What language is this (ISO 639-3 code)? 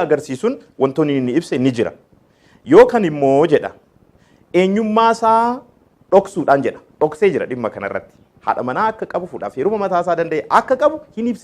orm